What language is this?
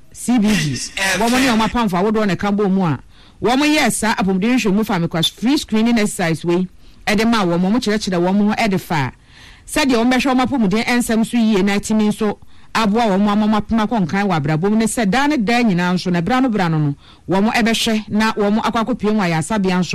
Akan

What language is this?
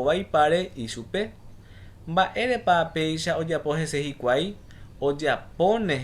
Guarani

